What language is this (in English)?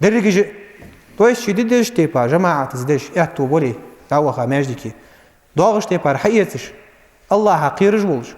Ingush